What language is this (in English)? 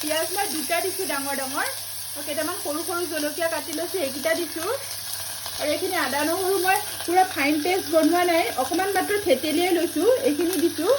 Assamese